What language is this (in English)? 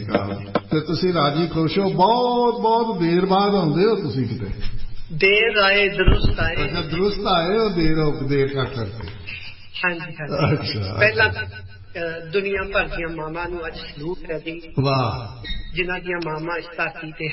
Punjabi